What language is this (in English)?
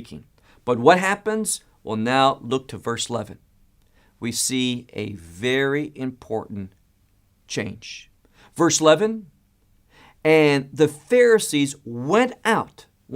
English